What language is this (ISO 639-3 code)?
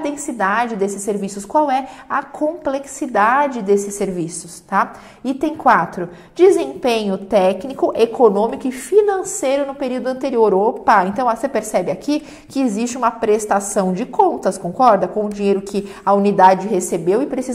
por